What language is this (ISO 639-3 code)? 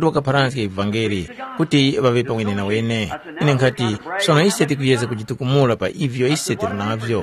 tum